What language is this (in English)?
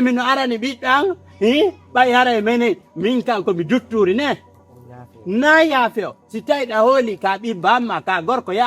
Fula